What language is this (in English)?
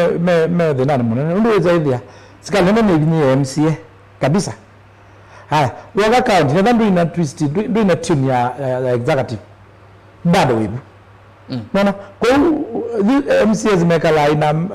Kamba